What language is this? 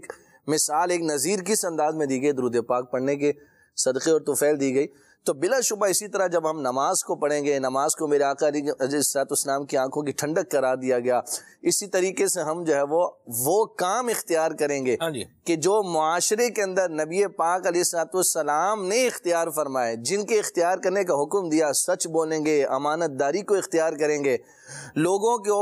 Urdu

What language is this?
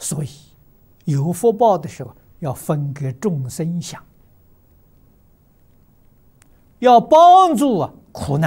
Chinese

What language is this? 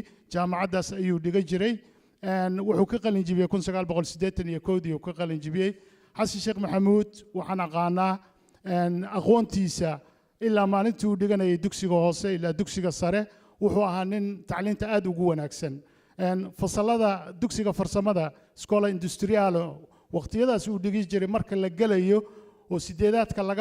Somali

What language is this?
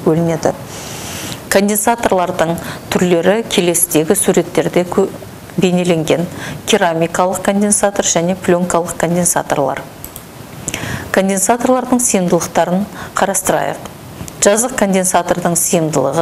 Kazakh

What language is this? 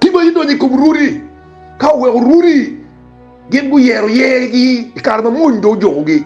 Acoli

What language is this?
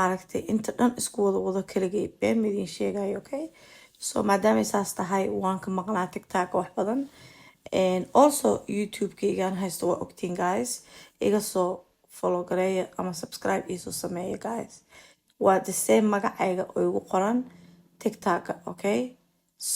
Somali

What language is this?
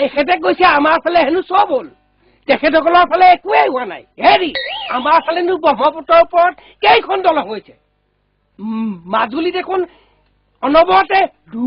Assamese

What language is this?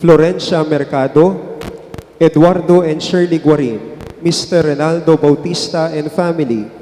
Pampanga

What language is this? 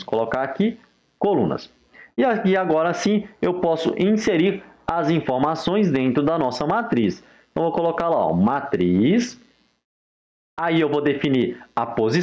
Portuguese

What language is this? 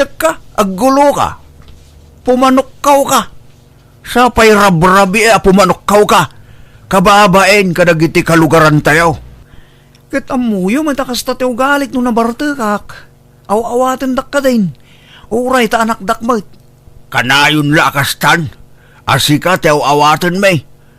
Iloko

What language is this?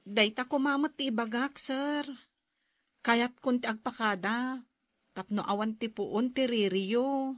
Iloko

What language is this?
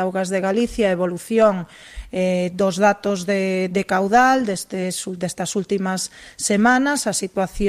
Galician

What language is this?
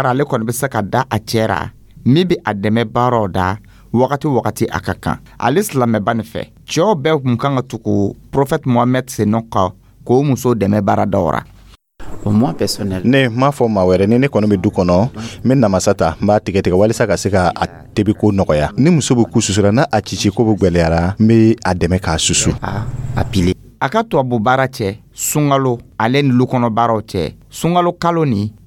Dyula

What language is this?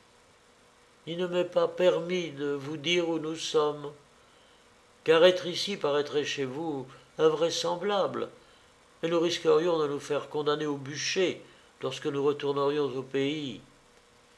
French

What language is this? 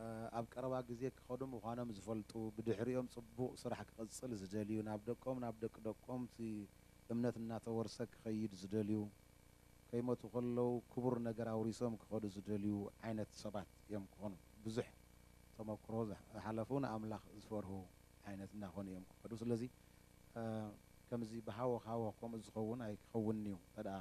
Tigrinya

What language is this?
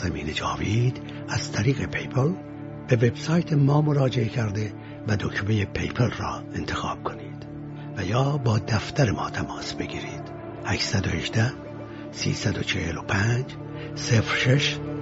Persian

